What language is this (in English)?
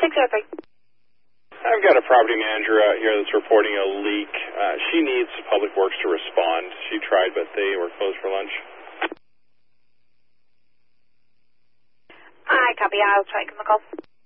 English